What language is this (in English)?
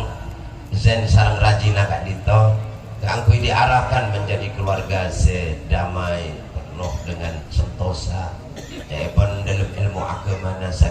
Madurese